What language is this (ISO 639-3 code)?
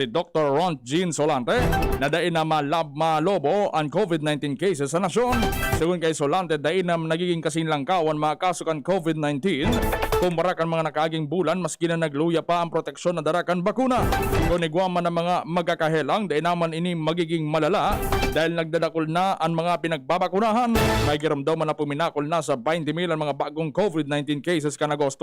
bik